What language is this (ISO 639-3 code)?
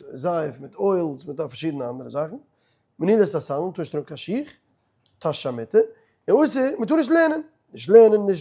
yid